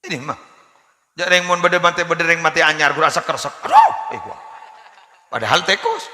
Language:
Madurese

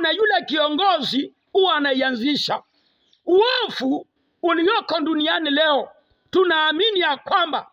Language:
Swahili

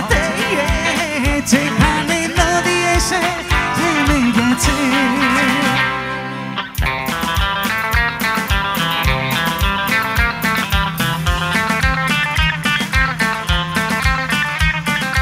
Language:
Bangla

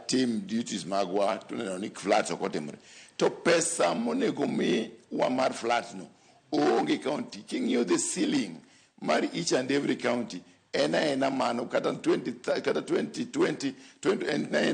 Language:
Luo (Kenya and Tanzania)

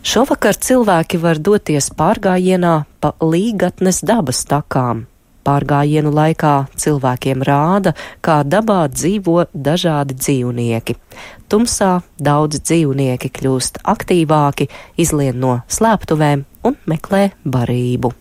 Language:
Latvian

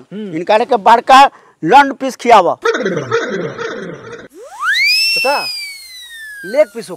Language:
Bhojpuri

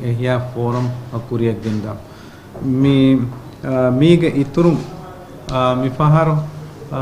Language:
Divehi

